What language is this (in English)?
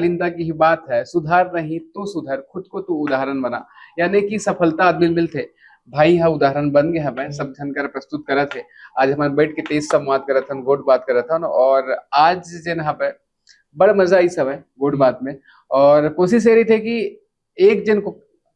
Chhattisgarhi